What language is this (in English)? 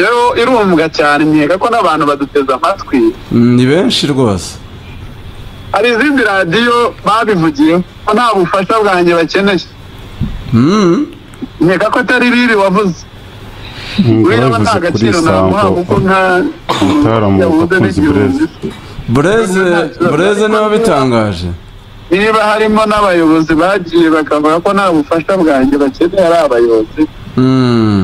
Kinyarwanda